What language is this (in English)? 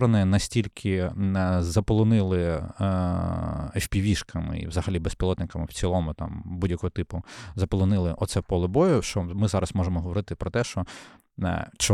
Ukrainian